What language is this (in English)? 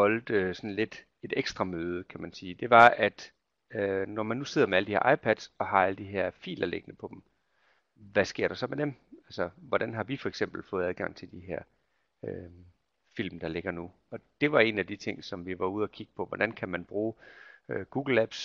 Danish